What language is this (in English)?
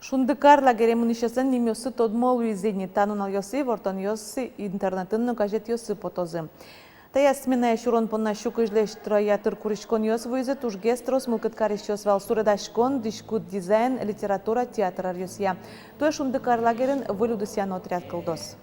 Udmurt